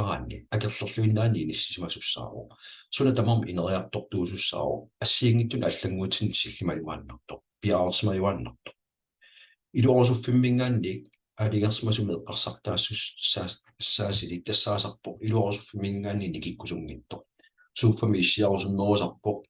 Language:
Kalaallisut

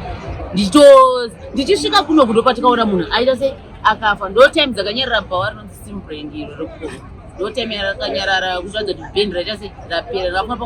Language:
Shona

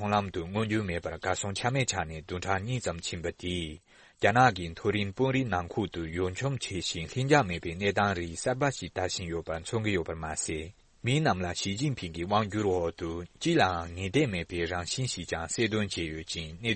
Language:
Tibetan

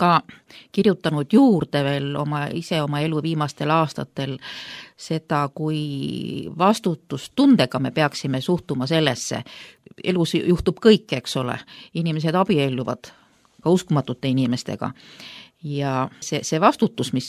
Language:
Estonian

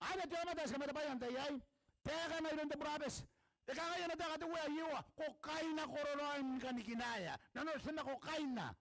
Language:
Gilbertese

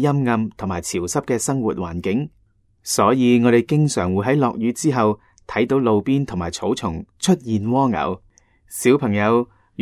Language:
Cantonese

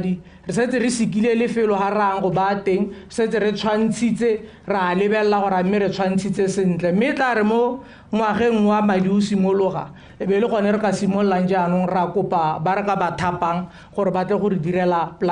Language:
Tswana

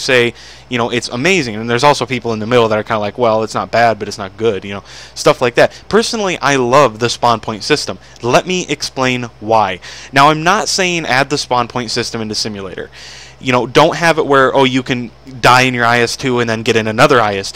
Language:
English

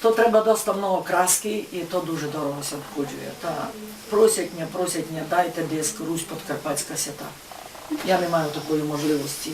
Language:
Rusyn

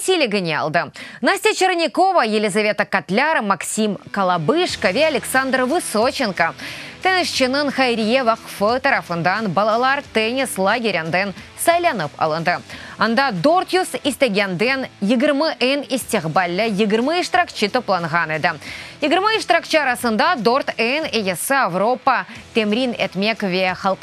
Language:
Crimean Tatar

